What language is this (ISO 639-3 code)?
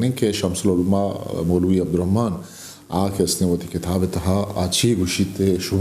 bgp